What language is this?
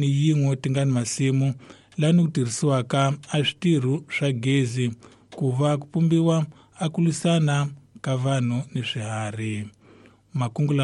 Tsonga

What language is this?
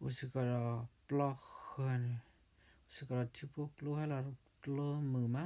S'gaw Karen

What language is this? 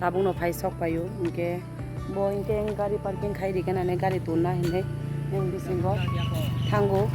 Kok Borok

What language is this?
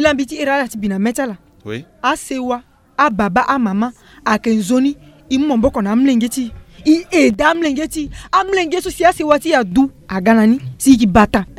Sango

